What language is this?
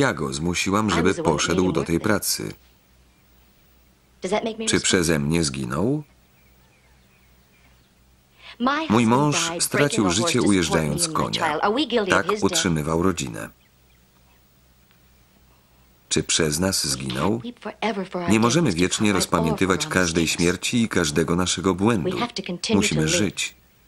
Polish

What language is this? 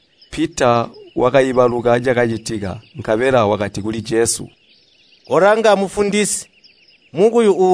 Tonga (Zambia)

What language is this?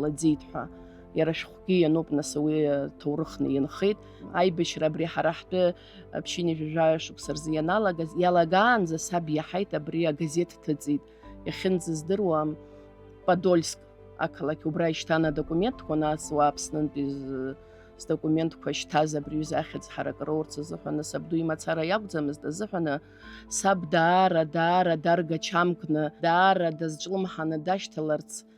Abkhazian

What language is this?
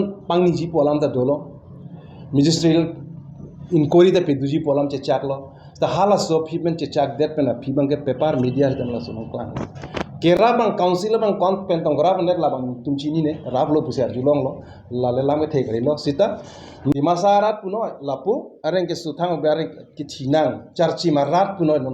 Karbi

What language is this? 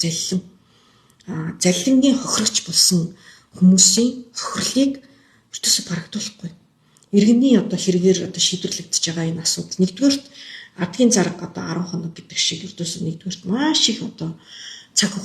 Mongolian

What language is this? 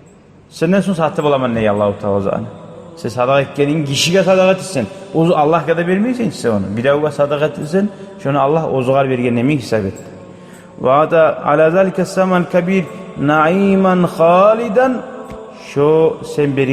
Kumyk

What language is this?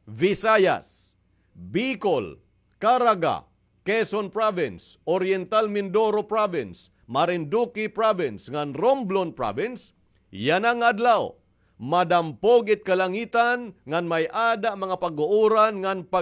Waray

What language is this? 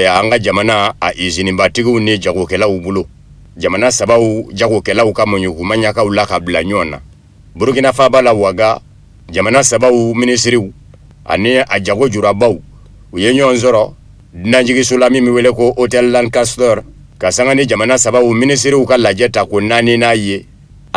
Bambara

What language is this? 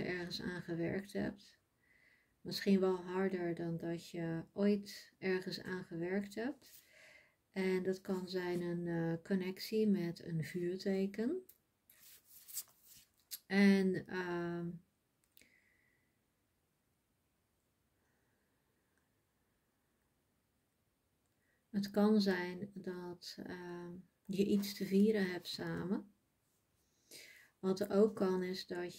Dutch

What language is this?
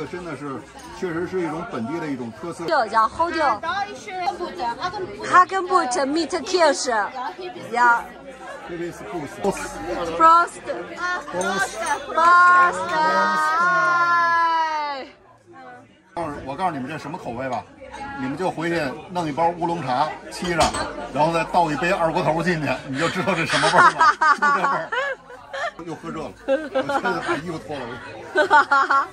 Chinese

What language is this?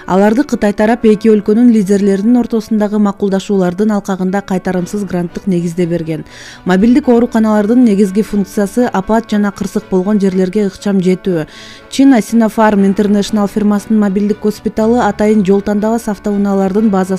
Kyrgyz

